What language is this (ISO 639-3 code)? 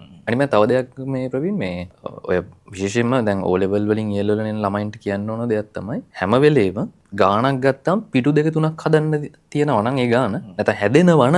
sin